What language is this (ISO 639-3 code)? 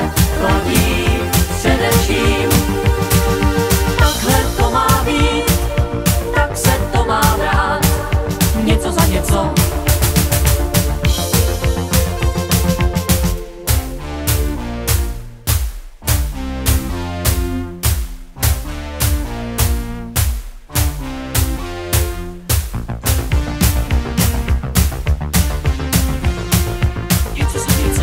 ces